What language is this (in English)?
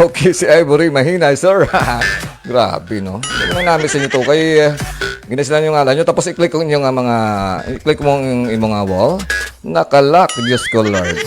Hiligaynon